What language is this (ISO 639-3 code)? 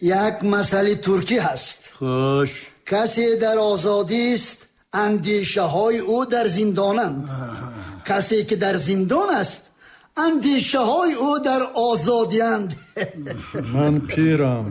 tgk